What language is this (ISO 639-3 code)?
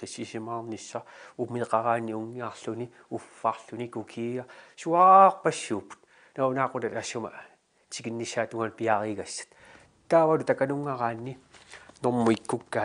kal